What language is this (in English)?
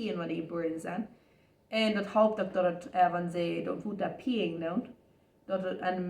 Plautdietsch